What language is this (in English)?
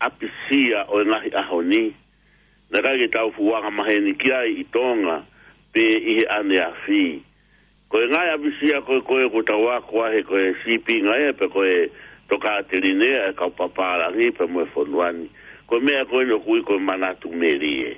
Tongan